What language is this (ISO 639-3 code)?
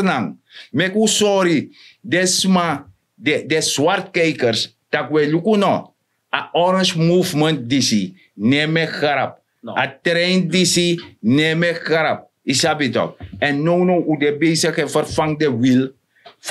srn